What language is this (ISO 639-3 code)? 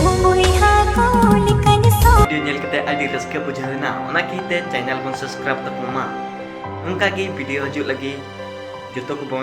sat